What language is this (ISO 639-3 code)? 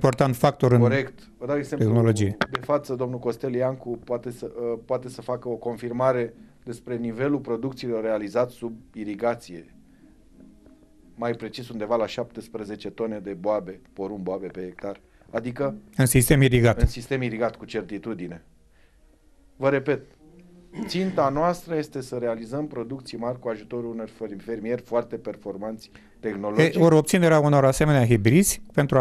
ron